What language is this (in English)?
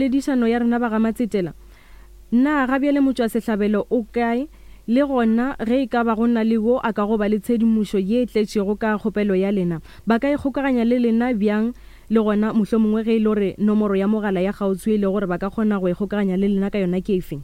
Northern Sotho